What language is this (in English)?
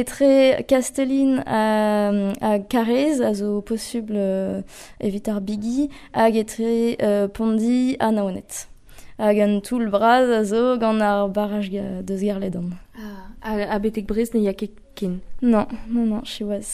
Breton